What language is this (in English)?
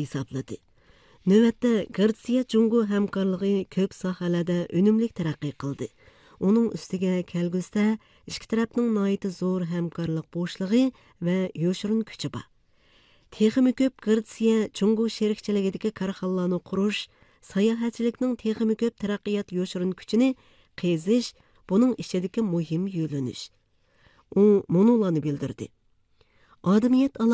Uyghur